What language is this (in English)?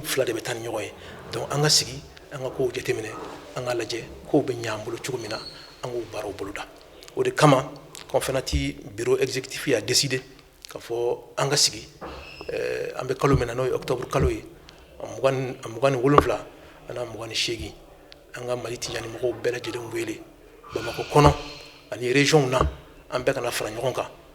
Bambara